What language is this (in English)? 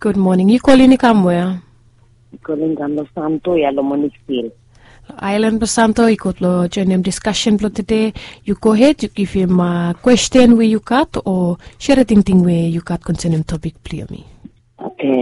Bislama